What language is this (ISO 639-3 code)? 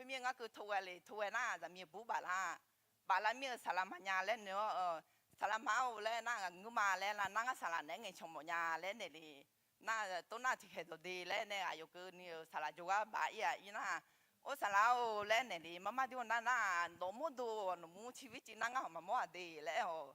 ahk